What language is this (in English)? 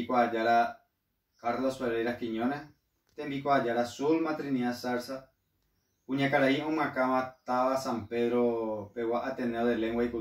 Guarani